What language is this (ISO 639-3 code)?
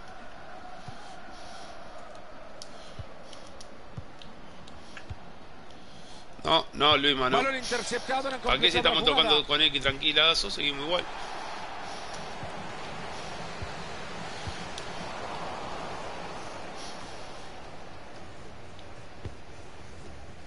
spa